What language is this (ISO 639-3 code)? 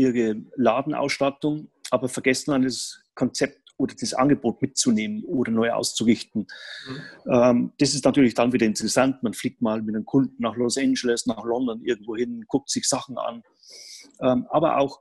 deu